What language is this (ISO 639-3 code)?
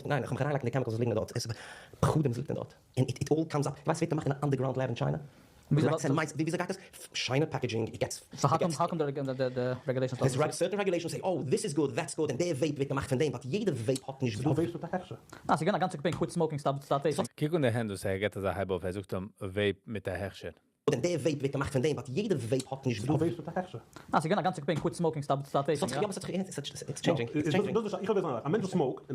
yid